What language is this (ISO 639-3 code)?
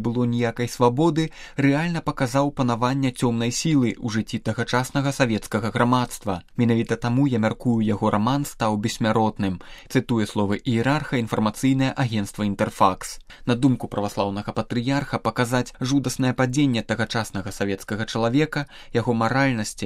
bel